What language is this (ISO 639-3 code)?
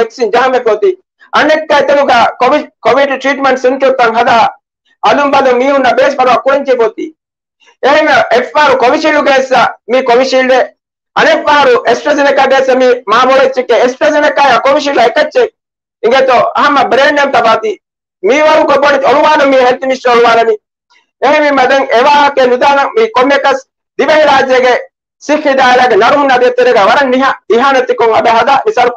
div